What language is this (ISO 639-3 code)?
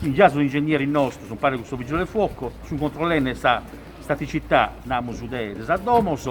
srd